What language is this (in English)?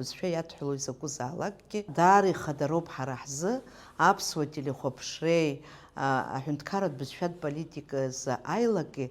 Abkhazian